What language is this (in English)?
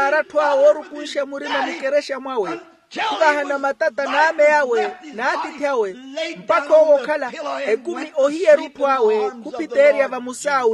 Makhuwa